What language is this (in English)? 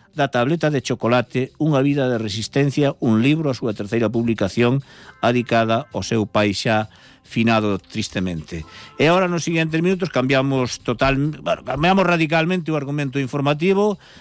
Galician